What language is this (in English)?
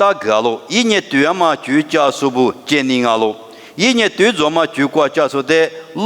Lisu